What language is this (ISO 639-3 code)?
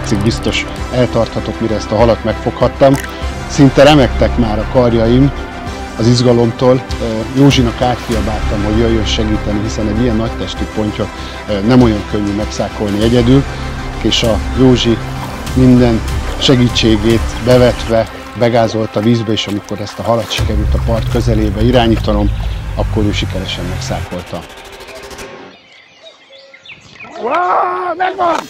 hun